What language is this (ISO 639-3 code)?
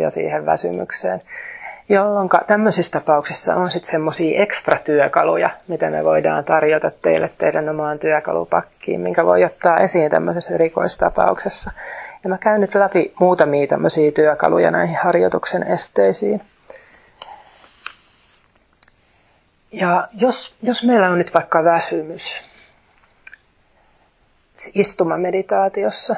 fin